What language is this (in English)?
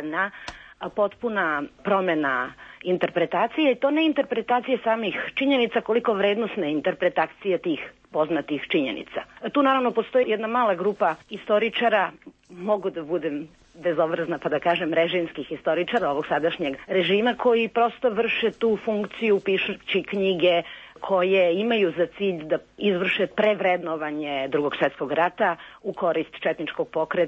Serbian